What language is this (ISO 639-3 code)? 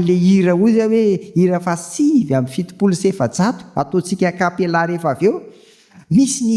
mlg